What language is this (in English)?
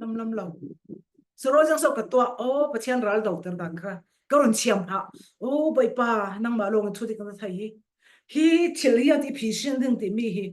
Falam Chin